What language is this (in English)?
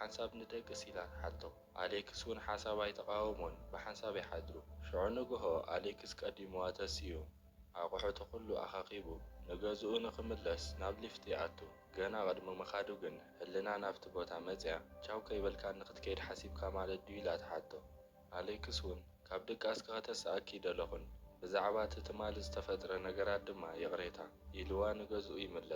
Tigrinya